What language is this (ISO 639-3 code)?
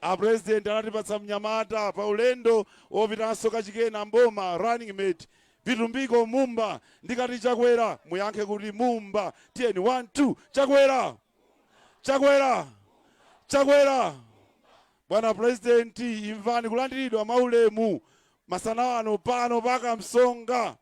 nya